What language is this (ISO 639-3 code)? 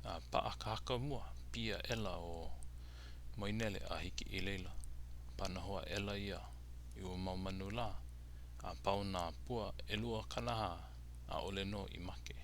haw